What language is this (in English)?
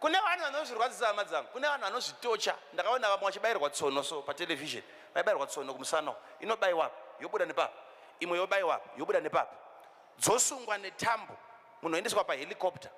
Shona